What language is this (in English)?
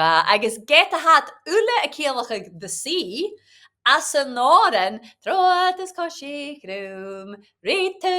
Scottish Gaelic